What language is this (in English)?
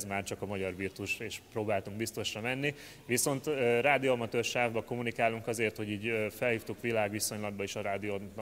Hungarian